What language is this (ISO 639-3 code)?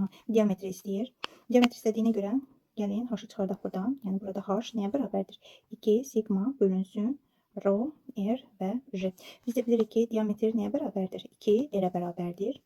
aze